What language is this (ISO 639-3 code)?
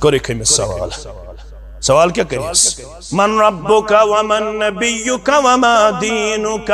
kas